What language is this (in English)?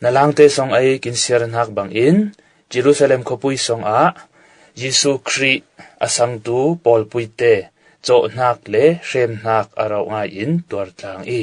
Falam Chin